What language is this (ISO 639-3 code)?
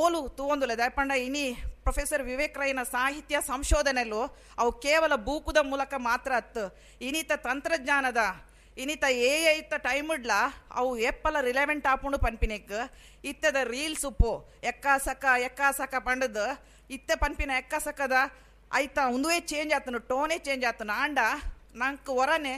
tcy